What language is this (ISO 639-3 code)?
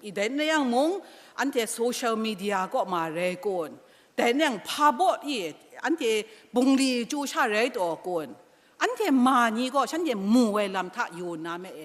kac